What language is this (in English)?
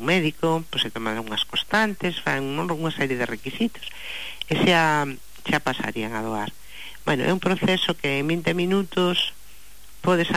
Galician